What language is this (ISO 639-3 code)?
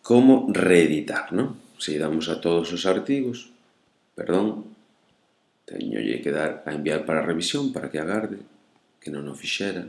glg